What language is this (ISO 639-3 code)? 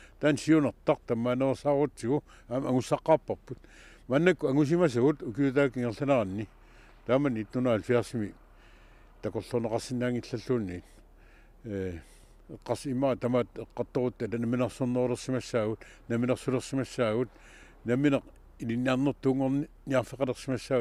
kal